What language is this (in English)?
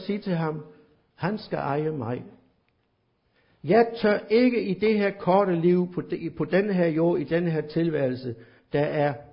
Danish